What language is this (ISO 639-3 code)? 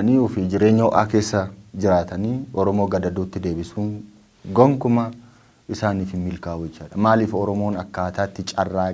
orm